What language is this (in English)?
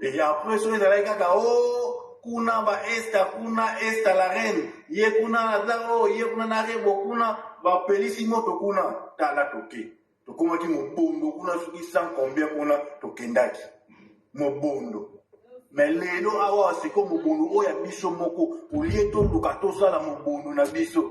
Lingala